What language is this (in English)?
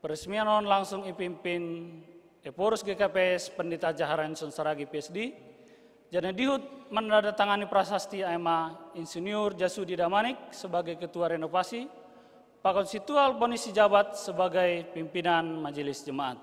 Batak Simalungun